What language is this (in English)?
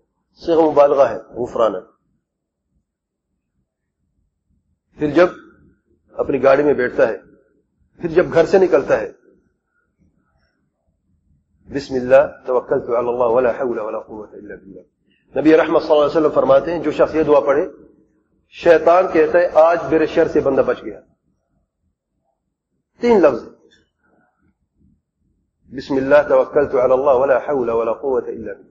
Urdu